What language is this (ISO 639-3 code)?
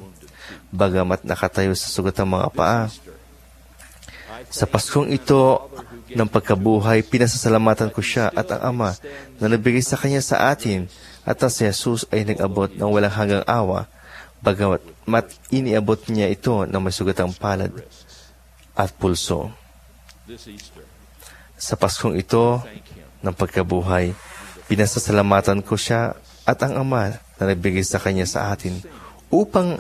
fil